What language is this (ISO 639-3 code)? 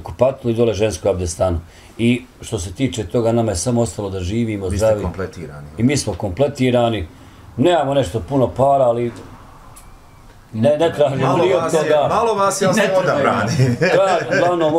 bos